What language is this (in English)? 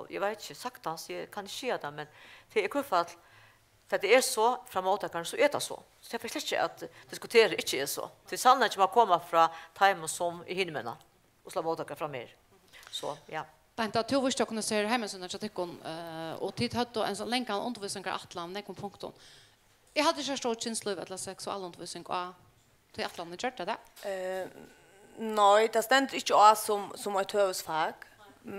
Faroese